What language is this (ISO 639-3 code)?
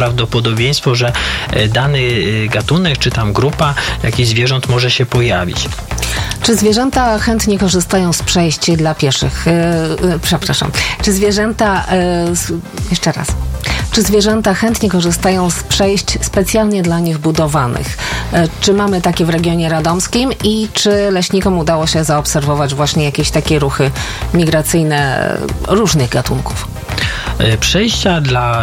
pol